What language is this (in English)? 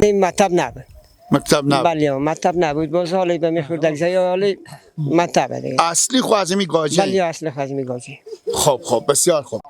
Persian